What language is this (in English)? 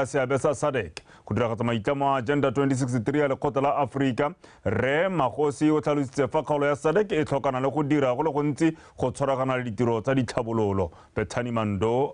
Tswana